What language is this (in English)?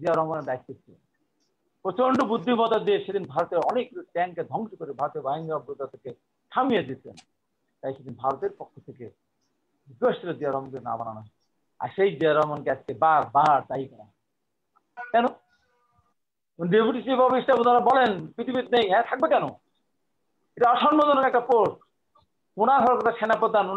Bangla